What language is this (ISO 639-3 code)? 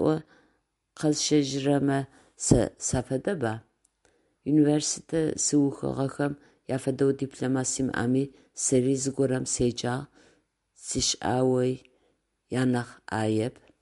ady